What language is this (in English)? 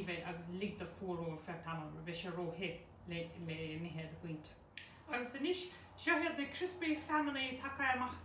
Irish